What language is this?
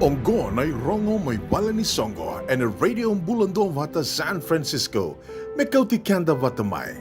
Fijian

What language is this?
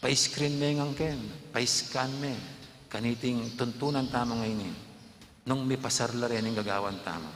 Pampanga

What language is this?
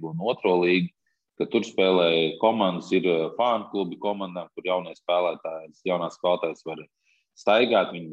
Latvian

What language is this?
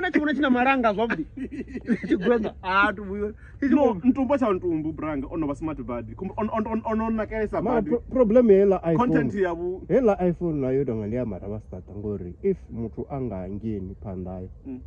Venda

